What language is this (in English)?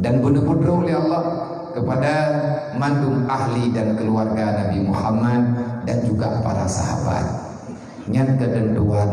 Achinese